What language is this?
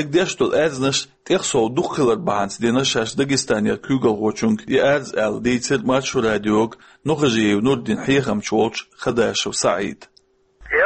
Chechen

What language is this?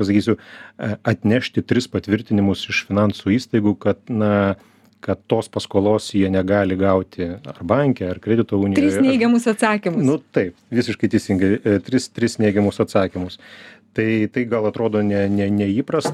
Lithuanian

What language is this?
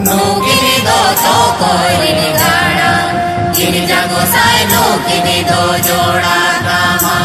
Santali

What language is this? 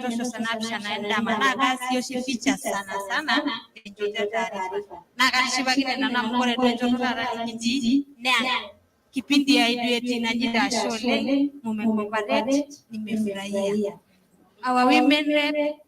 Masai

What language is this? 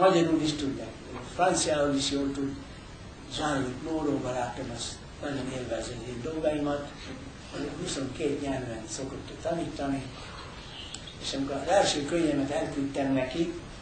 Hungarian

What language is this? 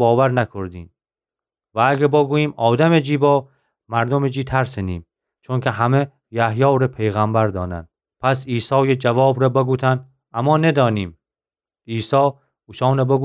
Gilaki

